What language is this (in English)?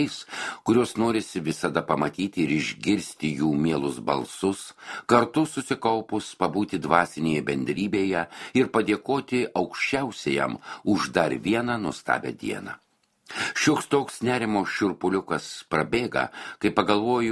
Lithuanian